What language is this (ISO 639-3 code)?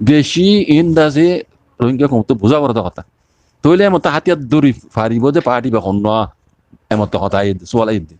rhg